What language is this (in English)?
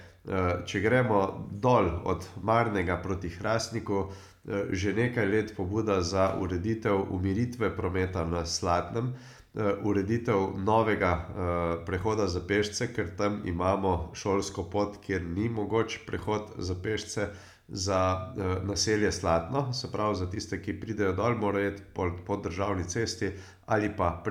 Slovenian